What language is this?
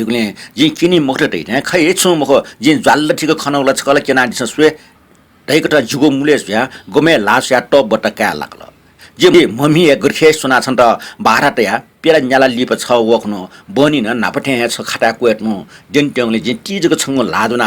Newari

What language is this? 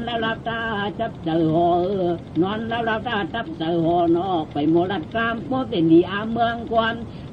Shan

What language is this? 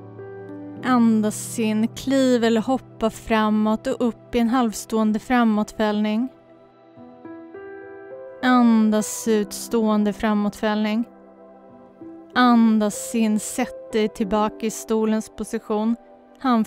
Swedish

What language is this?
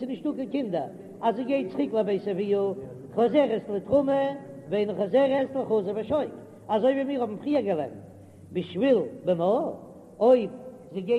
Yiddish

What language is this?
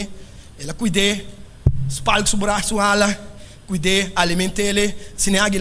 Papiamento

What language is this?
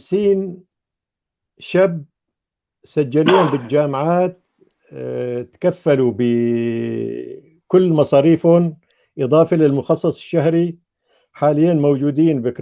North Levantine Arabic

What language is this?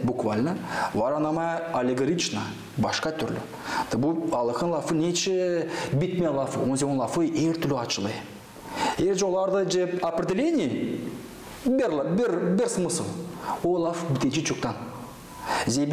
Gagauz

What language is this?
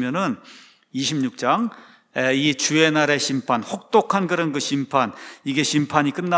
Korean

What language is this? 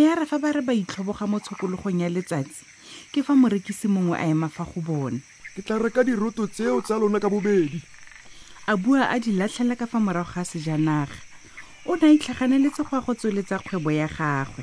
Tswana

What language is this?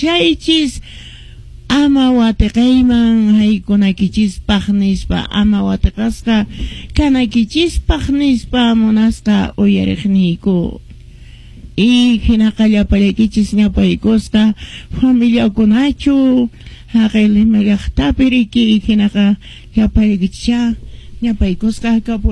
Quechua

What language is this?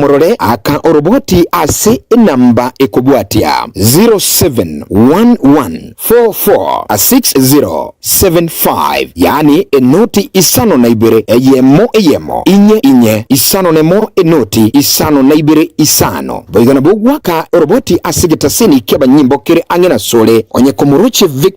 Gusii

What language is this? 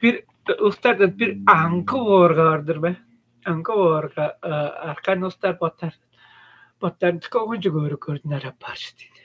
Tuvinian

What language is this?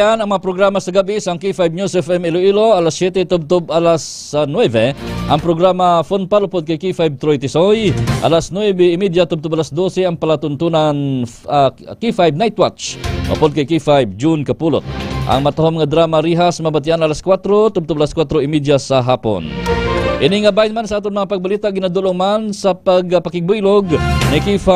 Hiligaynon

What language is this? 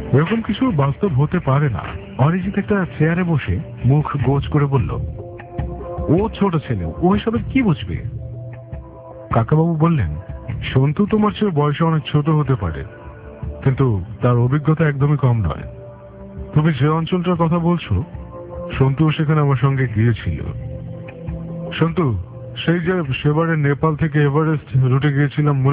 Bangla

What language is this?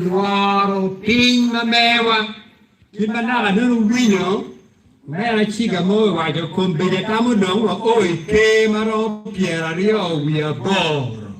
Acoli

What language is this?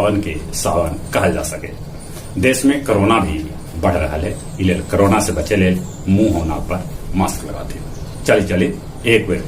Magahi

